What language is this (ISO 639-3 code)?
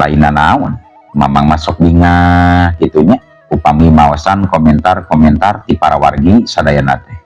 sun